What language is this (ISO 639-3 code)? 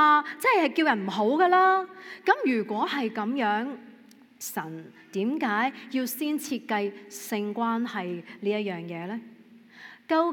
yue